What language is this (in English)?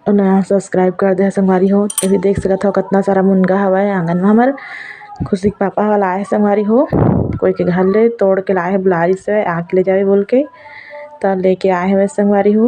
Chhattisgarhi